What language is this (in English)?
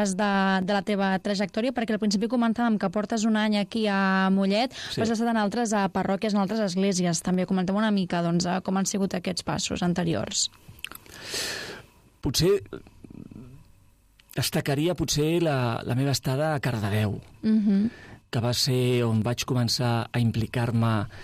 Catalan